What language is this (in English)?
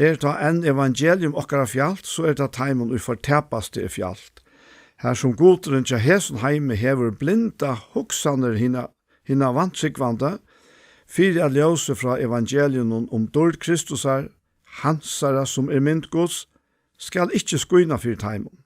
Faroese